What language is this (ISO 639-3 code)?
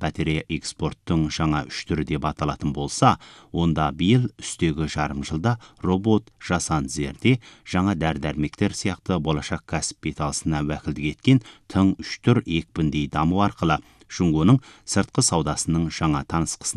kaz